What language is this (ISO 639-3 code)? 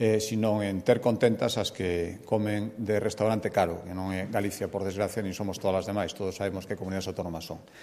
glg